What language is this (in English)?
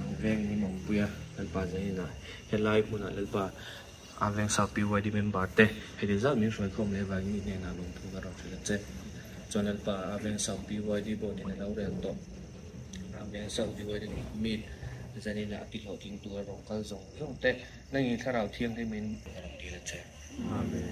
Mizo